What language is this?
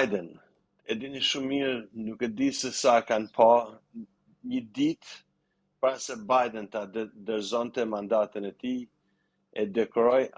Albanian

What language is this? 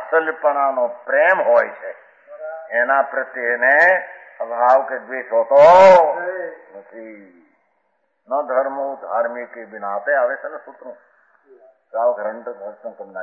Gujarati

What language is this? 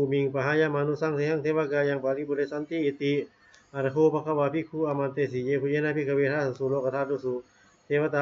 Pali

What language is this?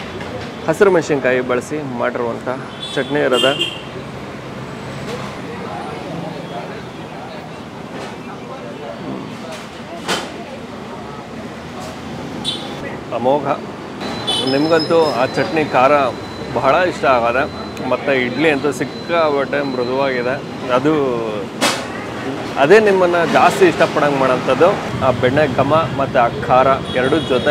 Kannada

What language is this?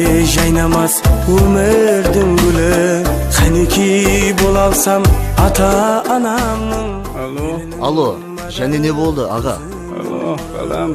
Kara-Kalpak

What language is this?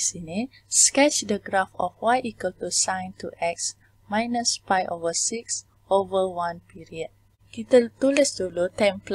Malay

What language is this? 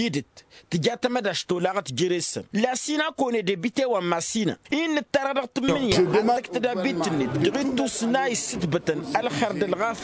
Tamasheq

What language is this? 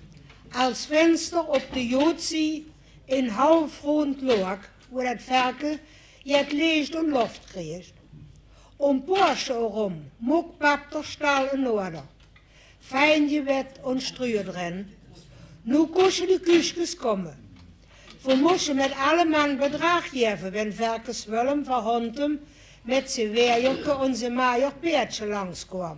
Limburgish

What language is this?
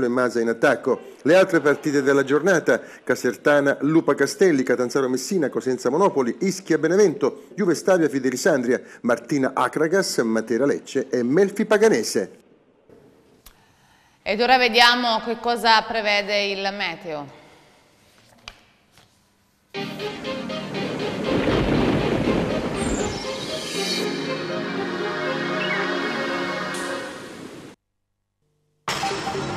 Italian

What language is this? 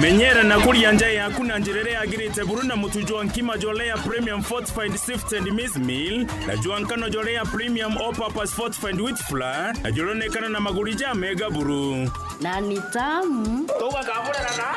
Meru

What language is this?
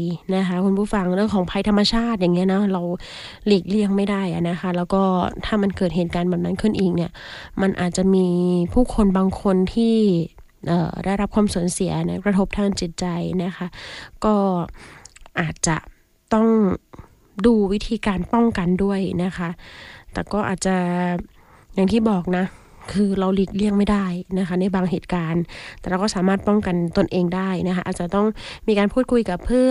Thai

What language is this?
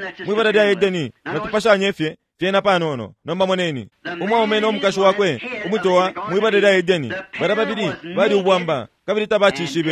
Bemba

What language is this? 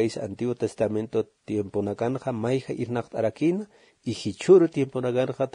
Aymara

